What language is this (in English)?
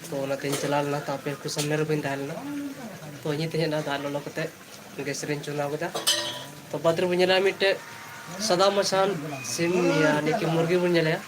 Santali